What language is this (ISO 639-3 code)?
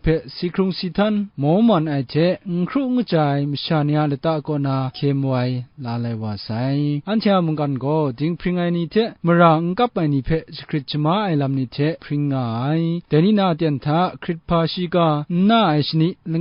kac